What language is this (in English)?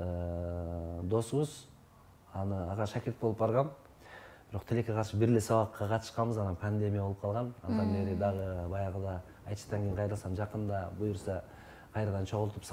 Kyrgyz